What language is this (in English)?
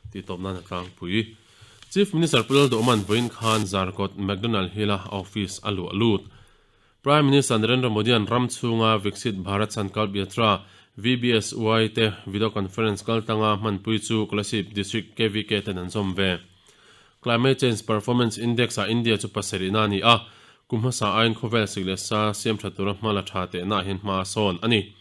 Mizo